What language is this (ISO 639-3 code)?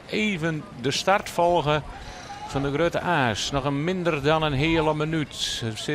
fry